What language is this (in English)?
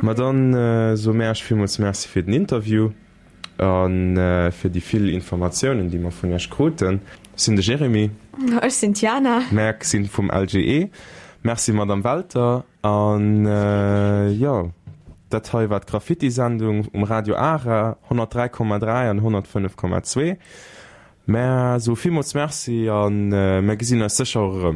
Luxembourgish